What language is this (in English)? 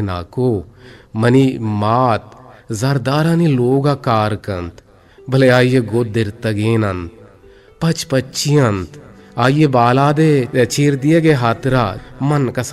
Eastern Balochi